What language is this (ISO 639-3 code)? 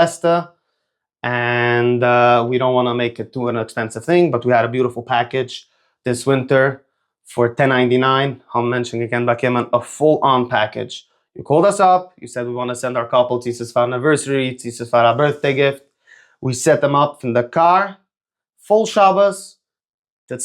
yid